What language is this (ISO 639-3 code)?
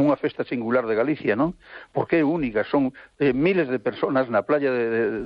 glg